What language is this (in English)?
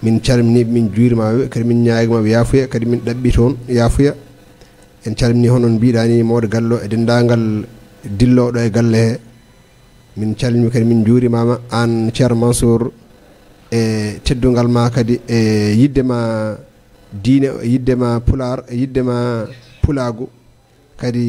Fula